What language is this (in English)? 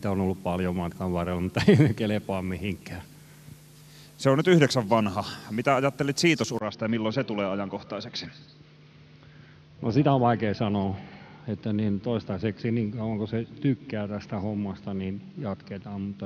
Finnish